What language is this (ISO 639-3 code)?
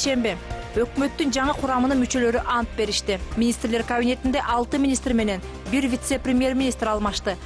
kir